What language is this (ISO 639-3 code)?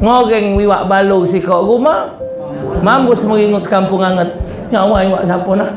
mui